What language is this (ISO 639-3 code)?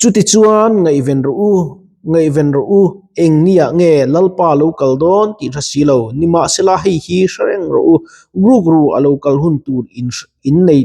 lus